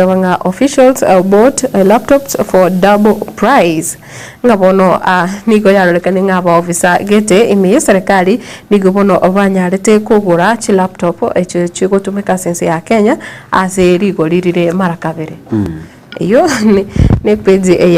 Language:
Gusii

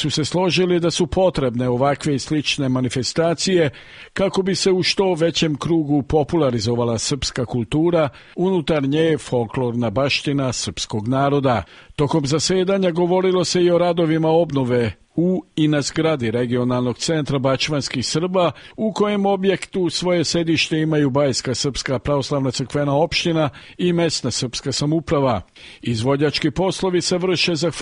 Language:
Serbian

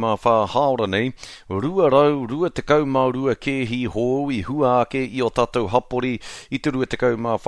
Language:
Māori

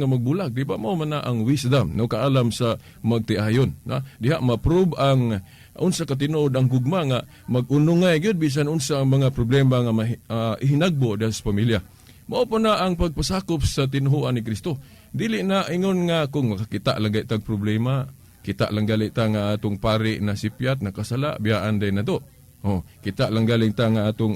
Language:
Cebuano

